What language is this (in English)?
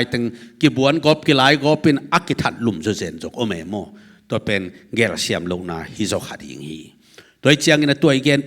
Tedim Chin